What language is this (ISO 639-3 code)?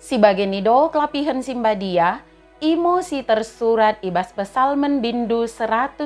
btd